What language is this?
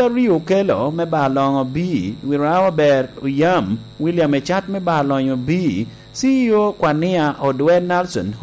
Lango (Uganda)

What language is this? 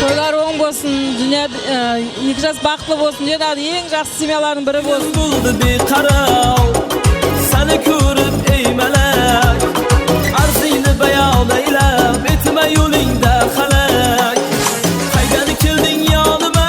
Kara-Kalpak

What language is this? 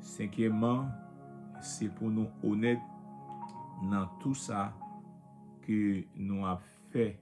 Haitian Creole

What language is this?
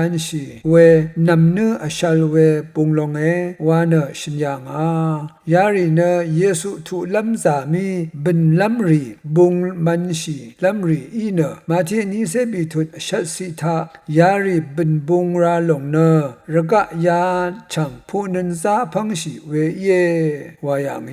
Rawang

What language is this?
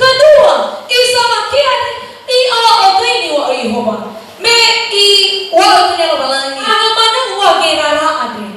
Nias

